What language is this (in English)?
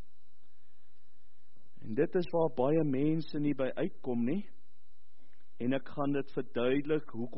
Afrikaans